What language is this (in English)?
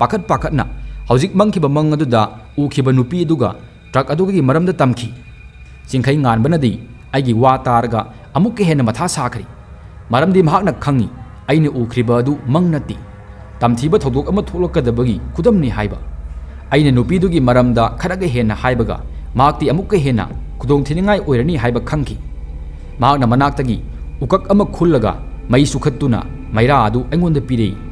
Manipuri